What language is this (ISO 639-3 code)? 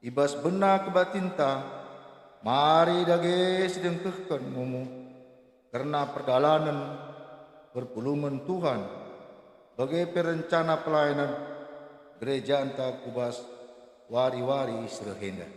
btx